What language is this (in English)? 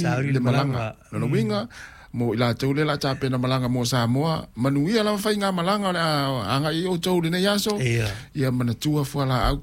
Samoan